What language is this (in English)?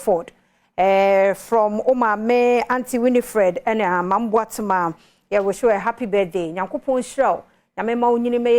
Akan